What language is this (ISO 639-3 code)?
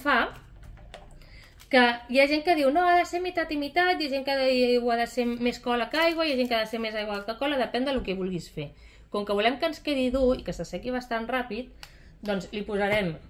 cat